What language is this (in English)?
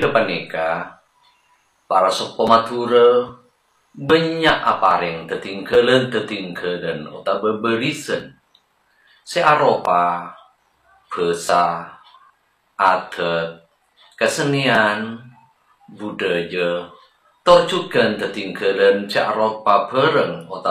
Madurese